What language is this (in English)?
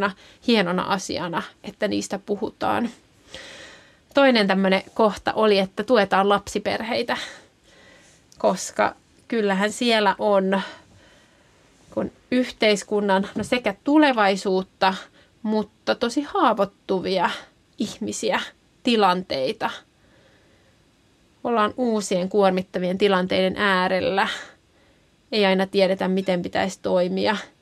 Finnish